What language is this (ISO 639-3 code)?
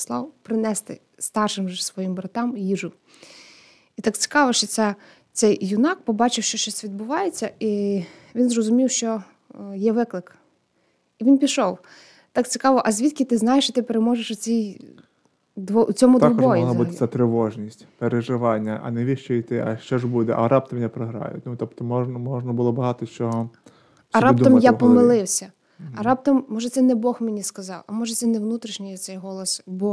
ukr